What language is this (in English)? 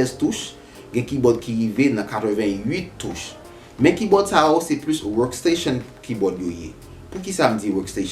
Haitian Creole